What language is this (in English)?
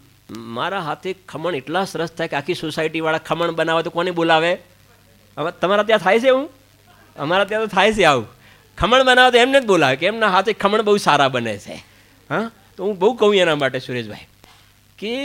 Gujarati